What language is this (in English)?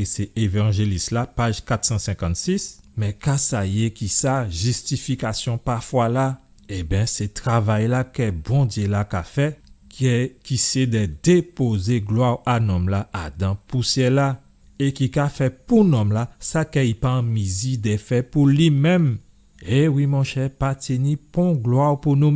Guadeloupean Creole French